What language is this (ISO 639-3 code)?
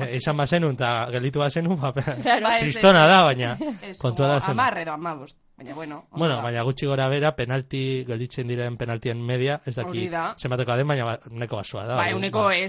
eus